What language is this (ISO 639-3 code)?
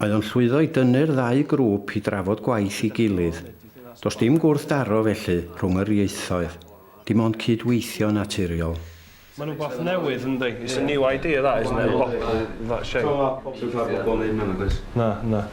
cym